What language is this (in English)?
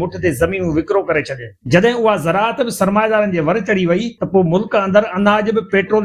Sindhi